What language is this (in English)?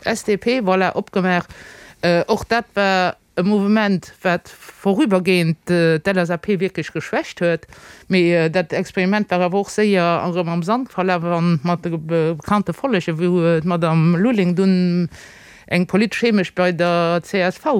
Luxembourgish